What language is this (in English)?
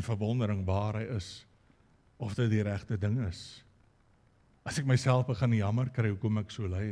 Afrikaans